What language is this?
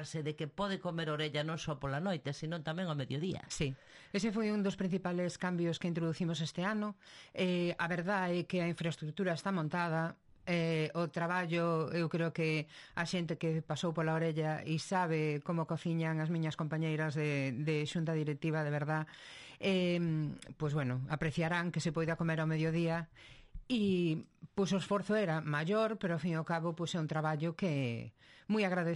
Galician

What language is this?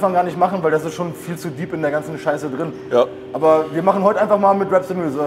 German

